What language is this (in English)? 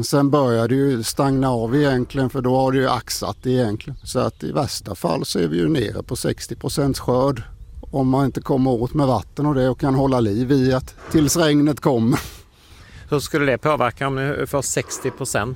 Swedish